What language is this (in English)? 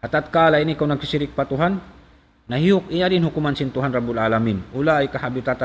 Tausug